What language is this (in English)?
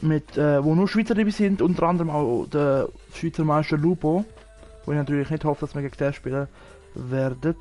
Swiss German